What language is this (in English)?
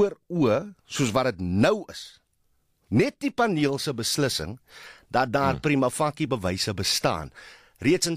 Afrikaans